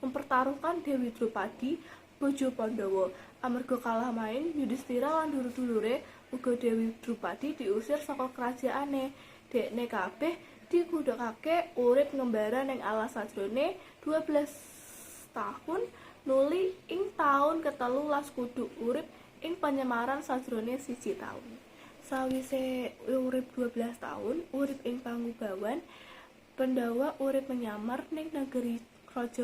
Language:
Javanese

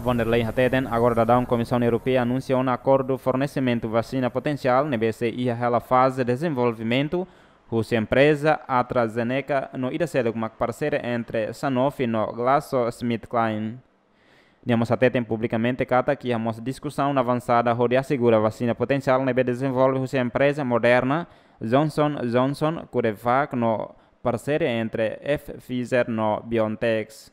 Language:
Tetum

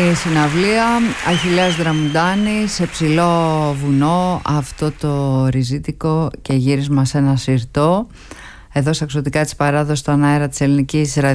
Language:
Greek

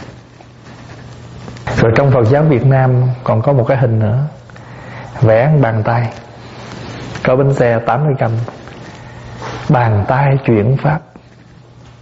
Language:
Vietnamese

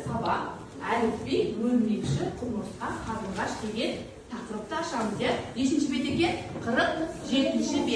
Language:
Kazakh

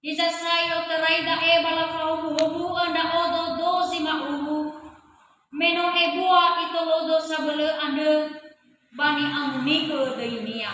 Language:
Nias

